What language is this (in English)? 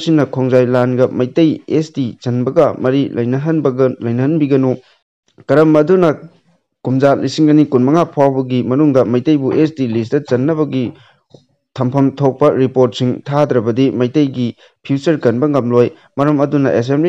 Manipuri